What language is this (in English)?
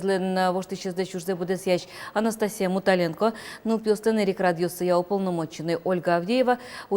Udmurt